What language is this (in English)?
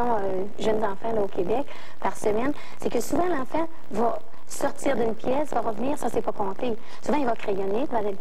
French